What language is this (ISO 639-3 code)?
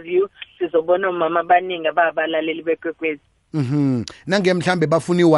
nbl